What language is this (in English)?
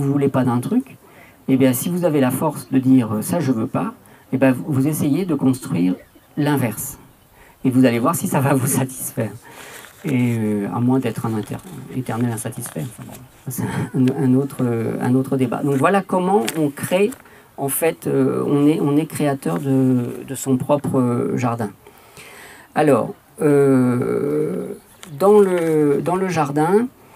French